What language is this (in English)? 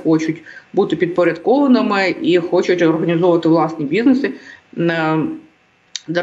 Ukrainian